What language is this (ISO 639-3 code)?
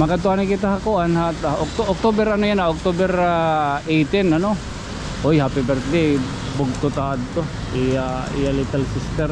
war